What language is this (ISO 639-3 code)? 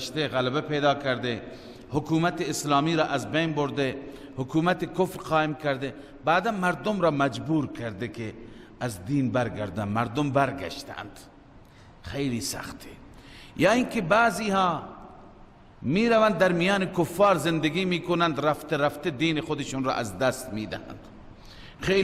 fas